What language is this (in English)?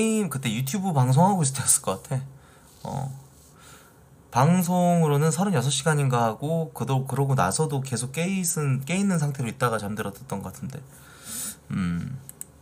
Korean